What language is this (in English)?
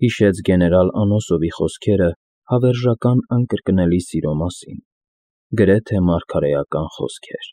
Armenian